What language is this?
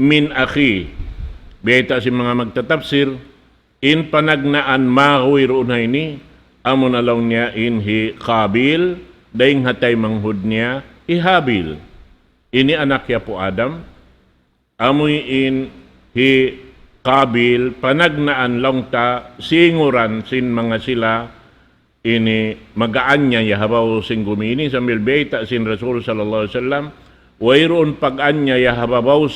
Tausug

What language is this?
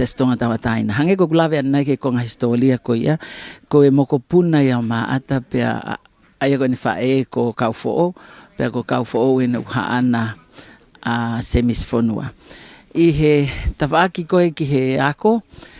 Tongan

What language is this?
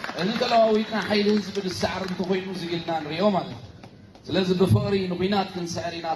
Tigrinya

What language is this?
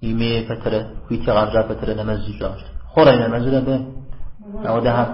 Kabardian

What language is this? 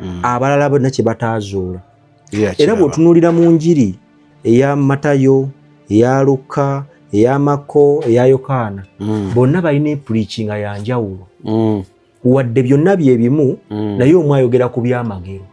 Ganda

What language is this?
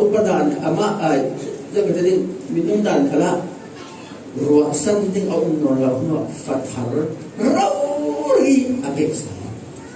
Falam Chin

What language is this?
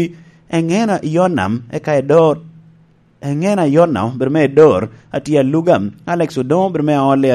Lango (Uganda)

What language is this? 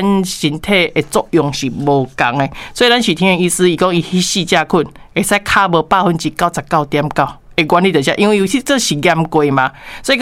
Min Nan Chinese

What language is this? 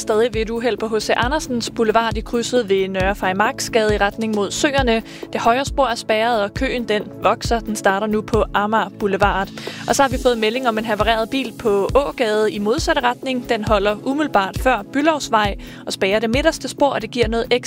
Danish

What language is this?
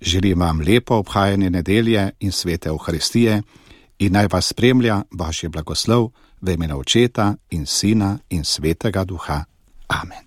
Slovenian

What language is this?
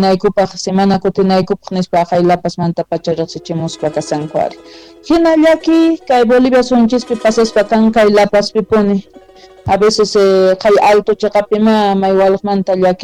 South Bolivian Quechua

